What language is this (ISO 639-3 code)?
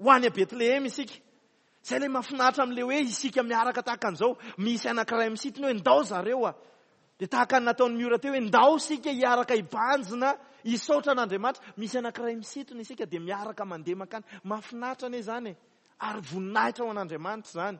mlg